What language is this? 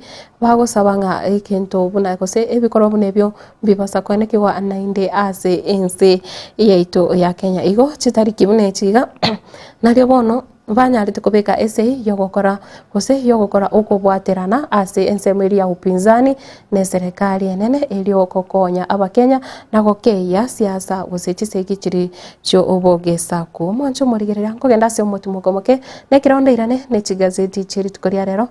Gusii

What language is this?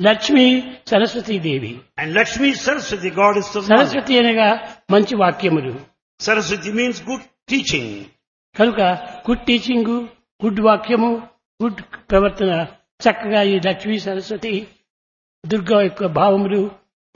Telugu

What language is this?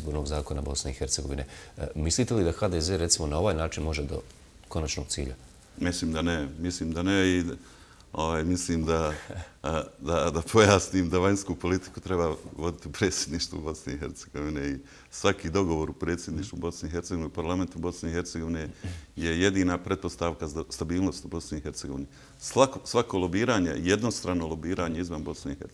Bosnian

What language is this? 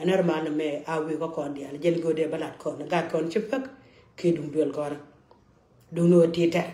Nuer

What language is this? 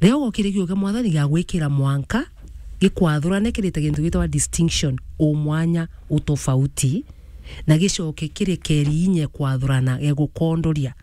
Meru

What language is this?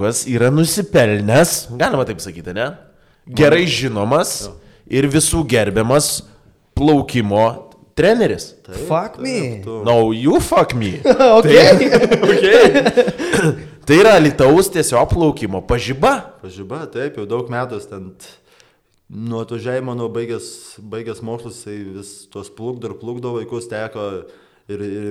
Lithuanian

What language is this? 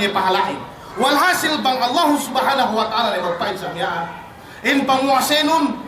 Yakan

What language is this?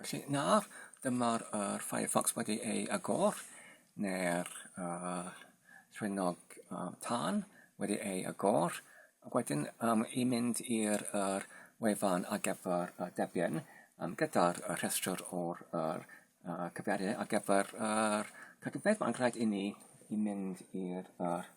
Welsh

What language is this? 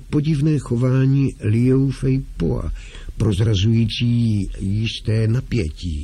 Czech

